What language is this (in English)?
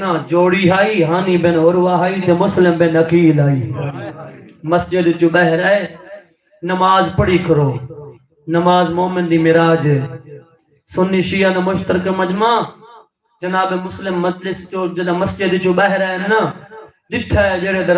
Saraiki